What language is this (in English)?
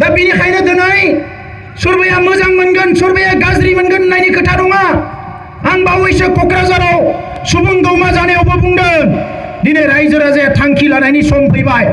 Bodo